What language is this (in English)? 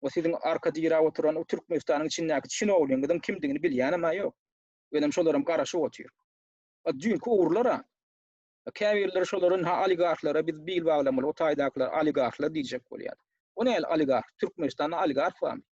Turkmen